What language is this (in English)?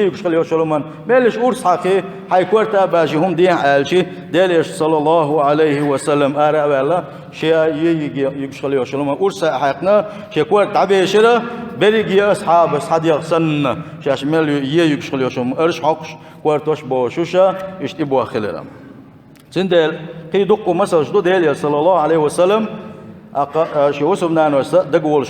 Chechen